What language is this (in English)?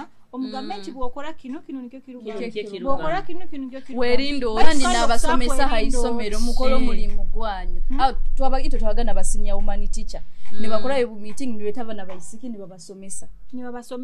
Nyoro